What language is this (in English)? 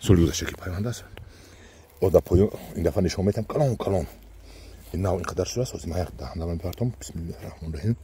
Tajik